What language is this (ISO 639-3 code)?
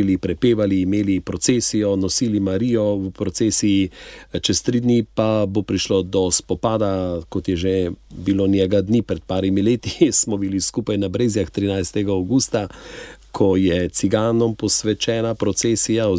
slv